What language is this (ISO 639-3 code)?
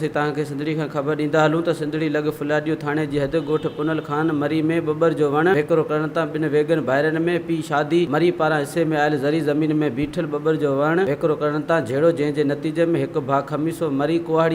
snd